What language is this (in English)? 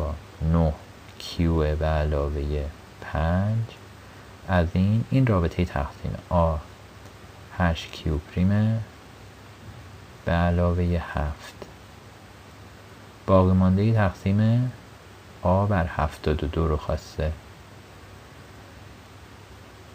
Persian